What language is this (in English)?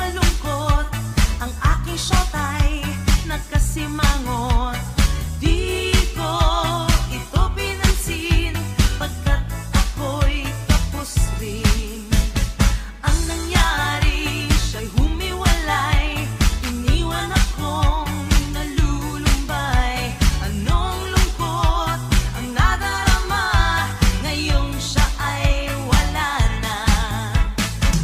Filipino